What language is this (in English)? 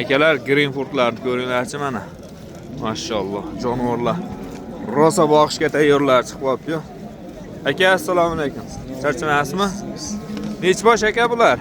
Uzbek